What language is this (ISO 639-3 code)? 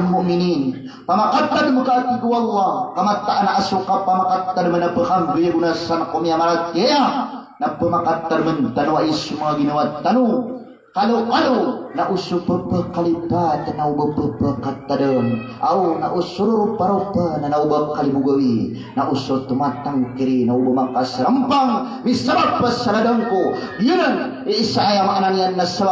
mrw